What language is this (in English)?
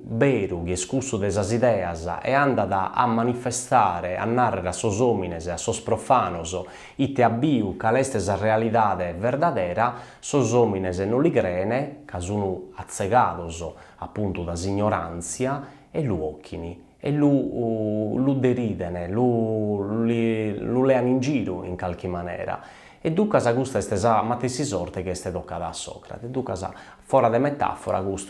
Sardinian